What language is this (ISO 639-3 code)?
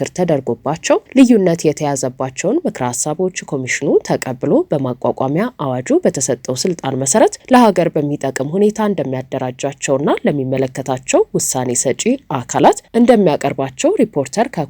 amh